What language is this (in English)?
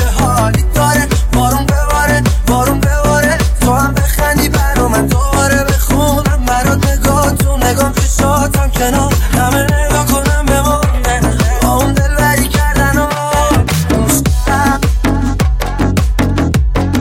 Persian